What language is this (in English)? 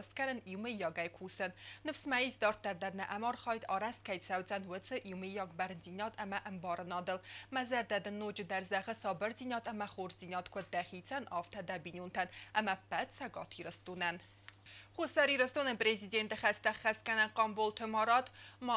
Ossetic